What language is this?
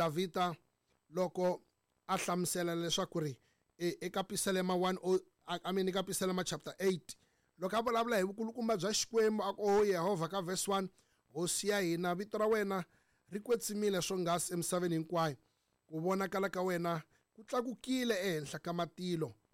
Tsonga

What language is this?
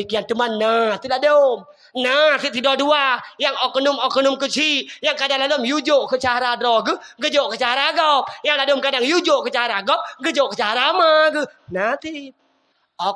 Achinese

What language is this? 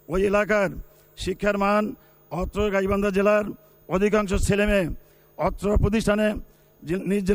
Bangla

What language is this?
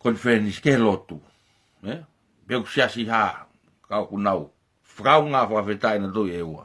Tongan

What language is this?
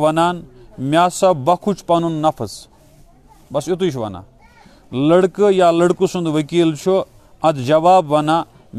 Kashmiri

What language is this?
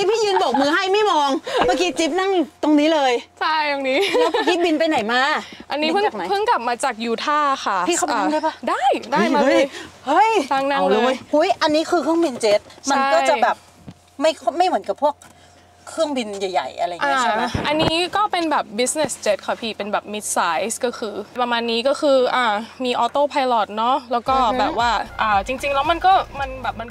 Thai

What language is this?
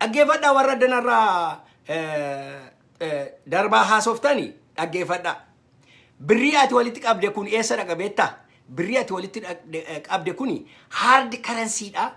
Oromo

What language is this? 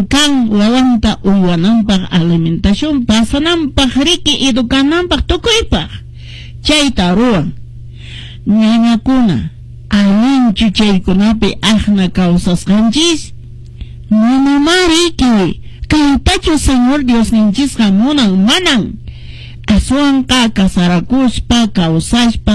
Quechua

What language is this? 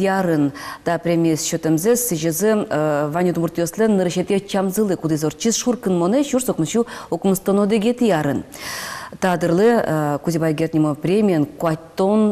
Udmurt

